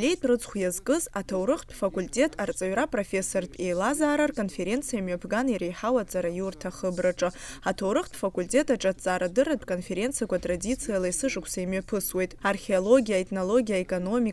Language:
Abkhazian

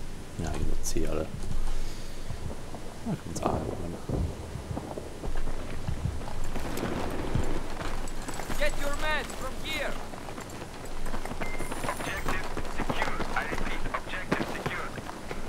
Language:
German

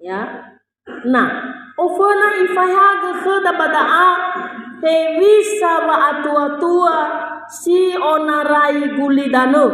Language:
Nias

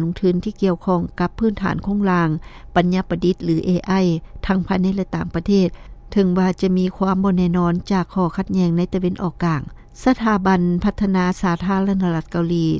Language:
Lao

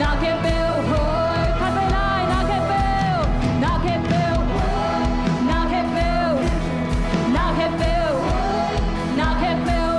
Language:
Tedim Chin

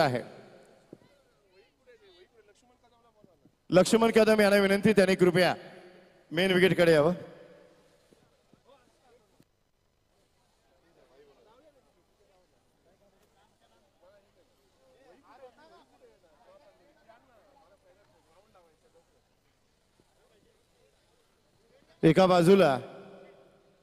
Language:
Marathi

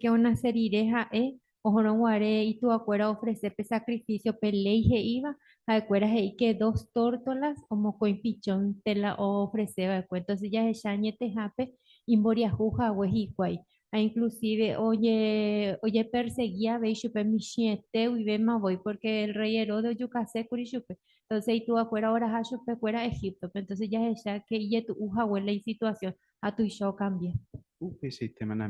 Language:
Guarani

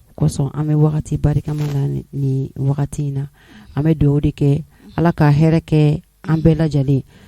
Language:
Bambara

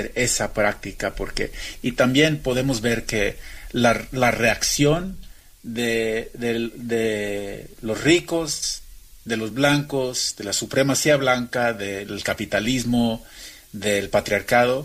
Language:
Spanish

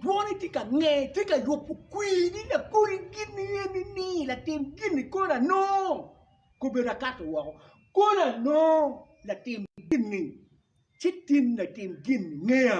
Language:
Acoli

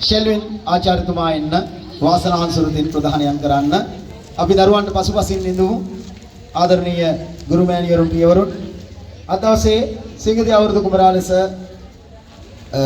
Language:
Sinhala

